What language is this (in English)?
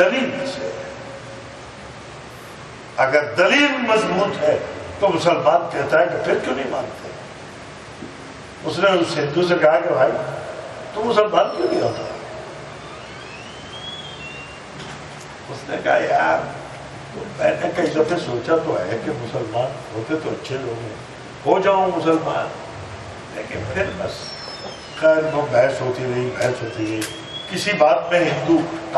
Urdu